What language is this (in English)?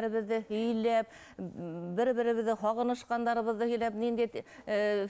Bashkir